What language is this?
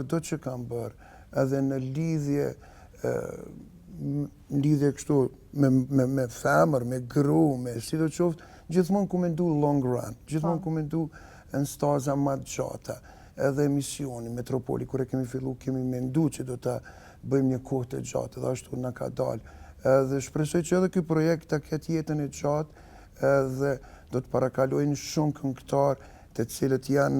Albanian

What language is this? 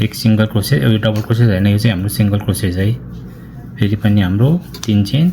Nepali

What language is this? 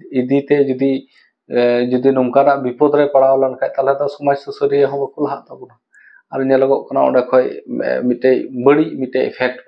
Santali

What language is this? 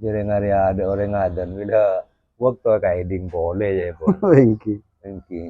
Madurese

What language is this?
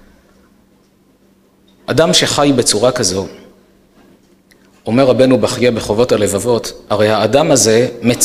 Hebrew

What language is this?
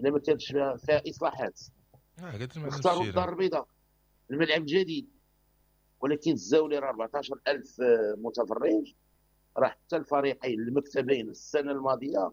Moroccan Arabic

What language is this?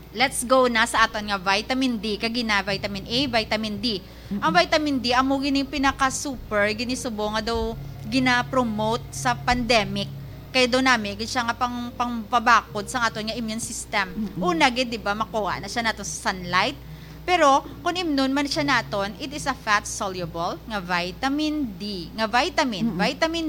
Hiligaynon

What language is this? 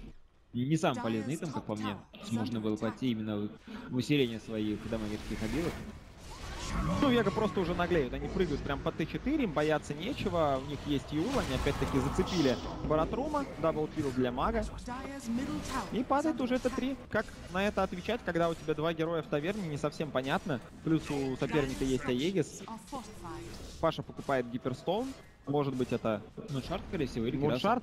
Russian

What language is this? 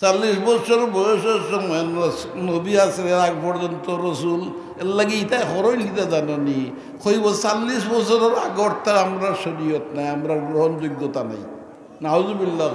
Sylheti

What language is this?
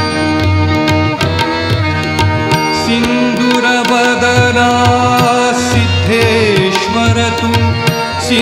Marathi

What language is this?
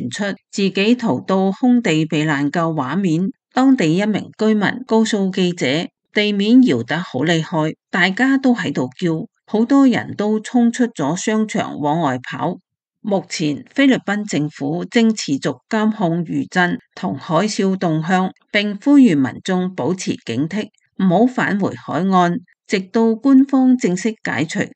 Cantonese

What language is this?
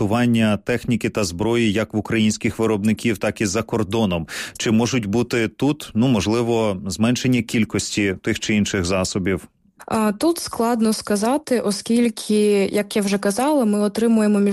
Ukrainian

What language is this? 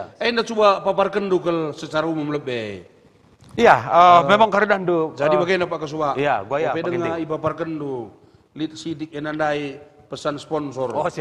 Batak Karo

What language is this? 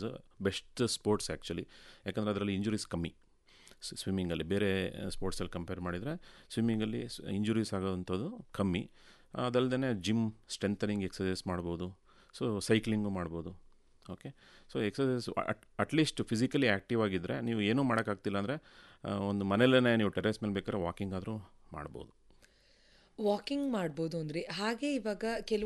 Kannada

